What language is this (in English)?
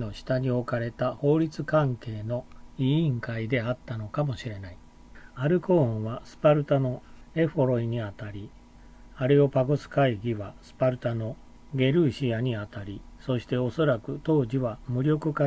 Japanese